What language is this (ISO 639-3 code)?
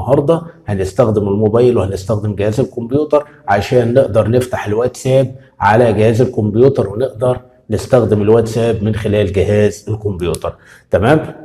arz